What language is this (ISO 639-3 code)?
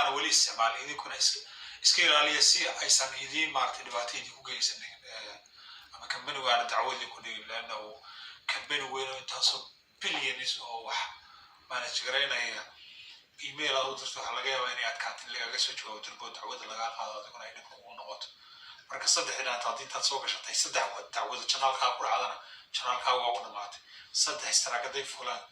som